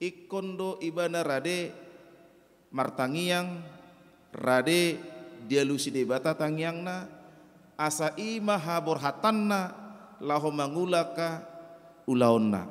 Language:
Batak Toba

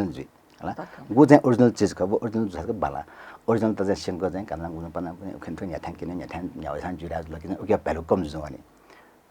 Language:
Newari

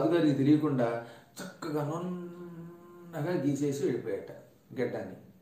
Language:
Telugu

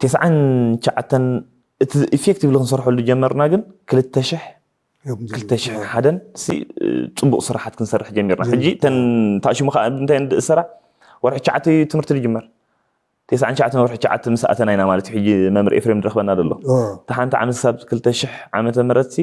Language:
Tigrinya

